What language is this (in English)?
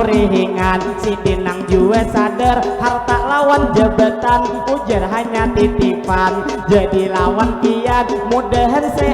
Banjar